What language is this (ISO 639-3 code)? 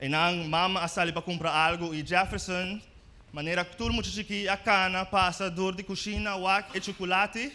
pap